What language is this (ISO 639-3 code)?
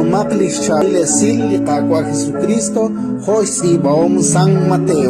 kek